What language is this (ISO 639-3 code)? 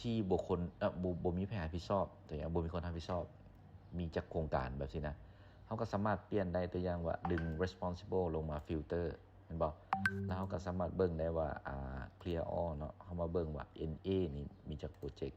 lao